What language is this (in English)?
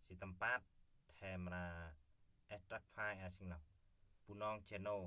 Central Mnong